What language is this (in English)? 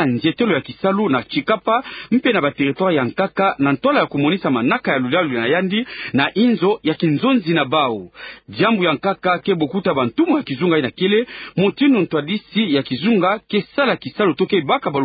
Kituba (Democratic Republic of Congo)